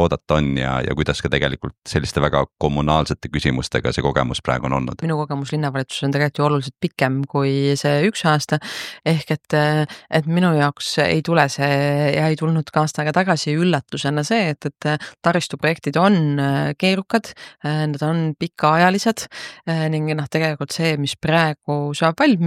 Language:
Estonian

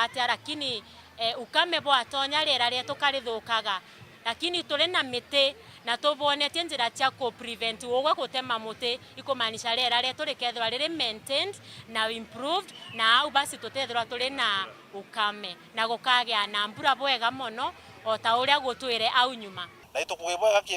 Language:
Meru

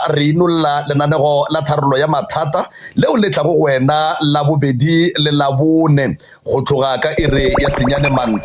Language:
Northern Sotho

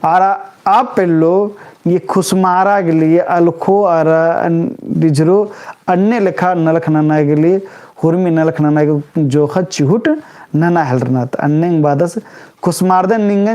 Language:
Kurukh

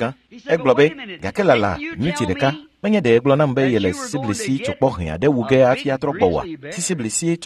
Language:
Ewe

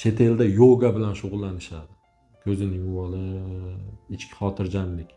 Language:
Uzbek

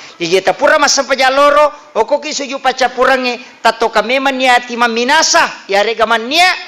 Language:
Buginese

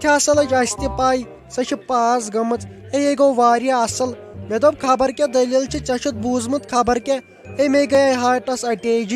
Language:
Kashmiri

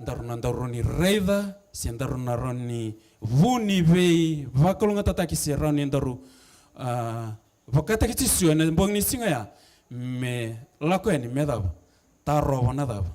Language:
Fijian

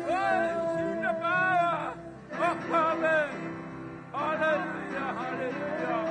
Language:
Samoan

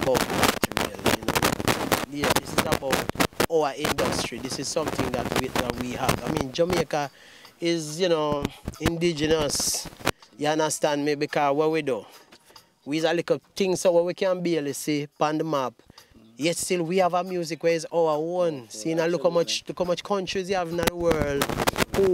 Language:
Jamaican Creole English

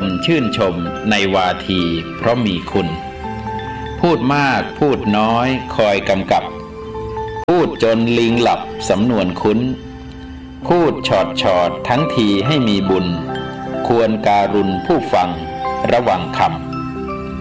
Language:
Thai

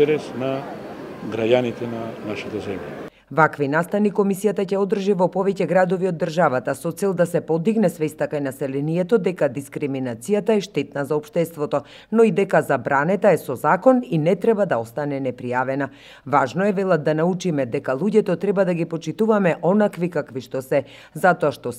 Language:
Macedonian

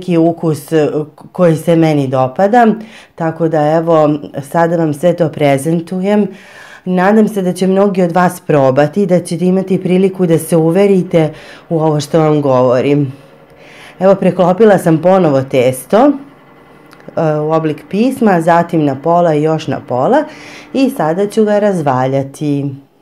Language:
Serbian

